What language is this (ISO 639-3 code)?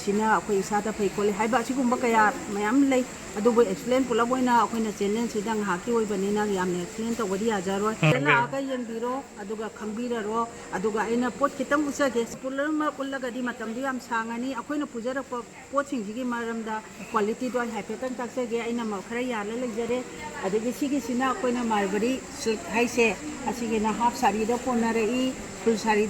mni